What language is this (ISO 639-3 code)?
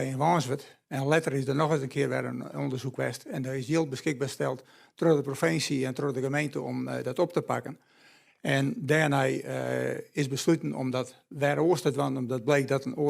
fry